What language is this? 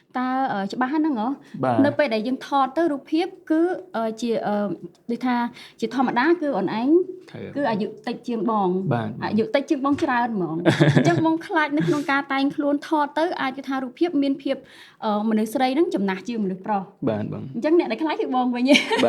Khmer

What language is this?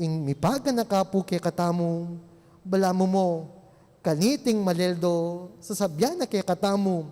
Pampanga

